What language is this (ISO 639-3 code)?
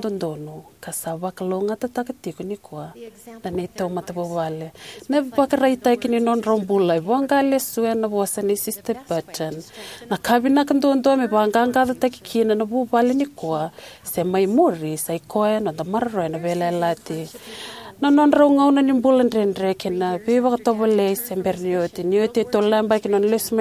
fij